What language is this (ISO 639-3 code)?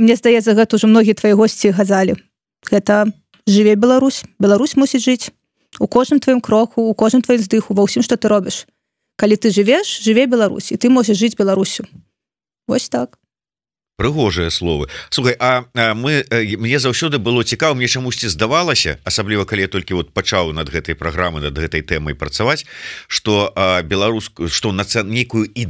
bel